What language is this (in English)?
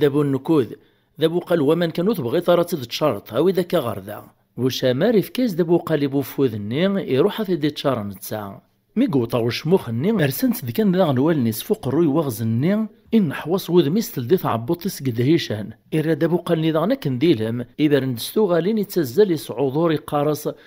Kabyle